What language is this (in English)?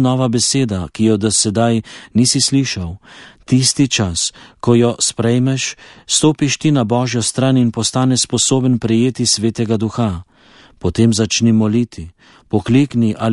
Slovenian